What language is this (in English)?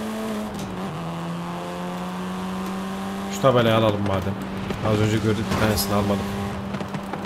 Turkish